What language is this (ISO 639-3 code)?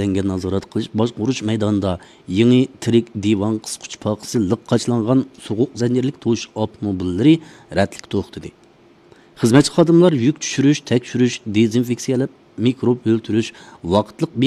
uig